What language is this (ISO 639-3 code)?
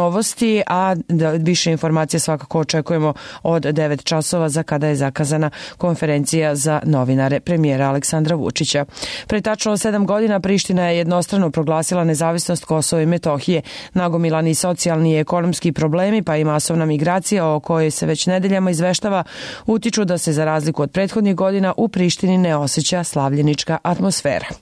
srp